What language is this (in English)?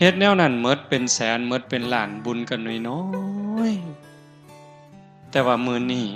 Northeastern Thai